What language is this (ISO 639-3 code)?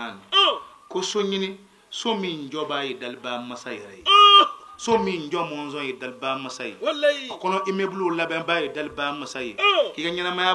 bam